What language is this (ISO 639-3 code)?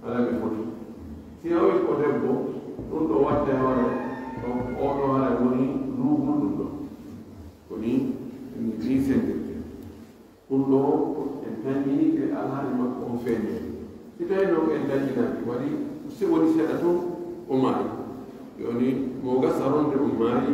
fuf